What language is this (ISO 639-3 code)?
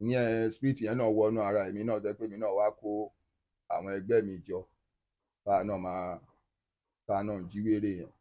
yor